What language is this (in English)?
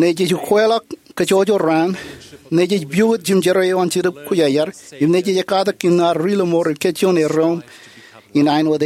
Marshallese